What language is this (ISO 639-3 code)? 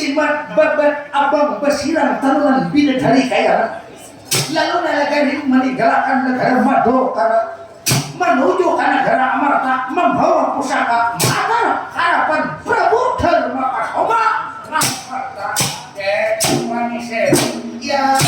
bjn